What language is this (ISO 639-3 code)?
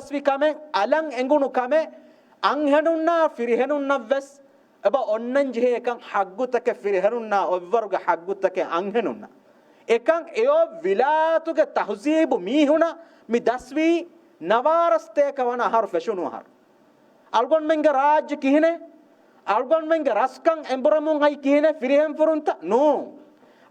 div